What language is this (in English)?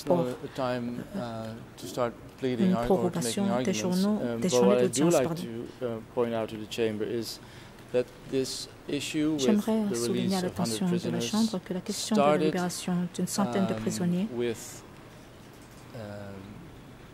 French